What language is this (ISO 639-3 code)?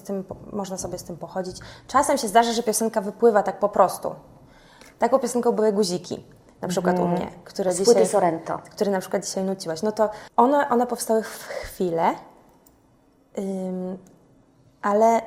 pol